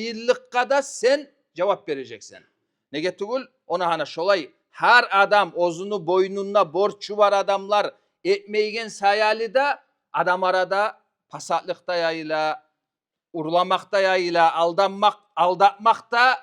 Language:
Kumyk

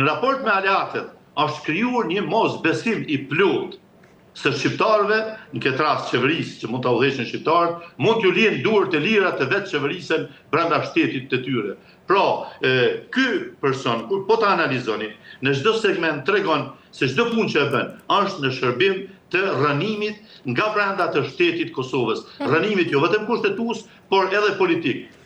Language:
Albanian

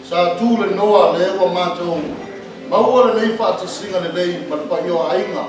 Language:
Samoan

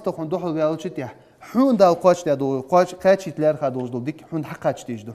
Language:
Ingush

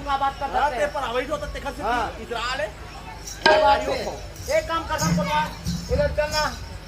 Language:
Chhattisgarhi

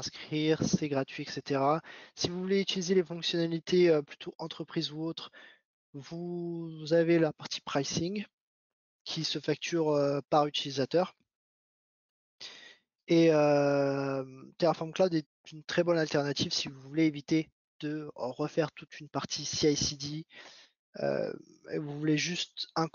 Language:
French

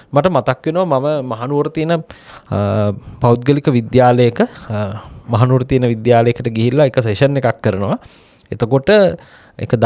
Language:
Sinhala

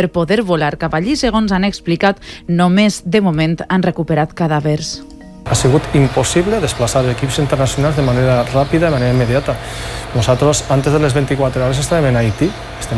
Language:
Catalan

